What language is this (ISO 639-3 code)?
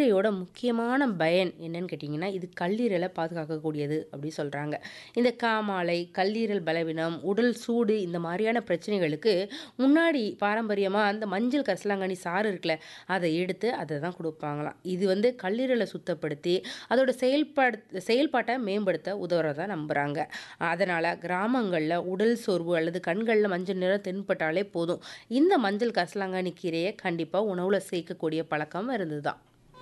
tam